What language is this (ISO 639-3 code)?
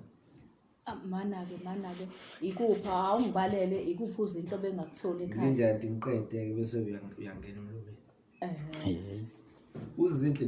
zul